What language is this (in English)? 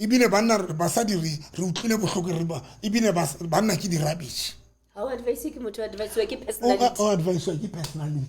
Southern Sotho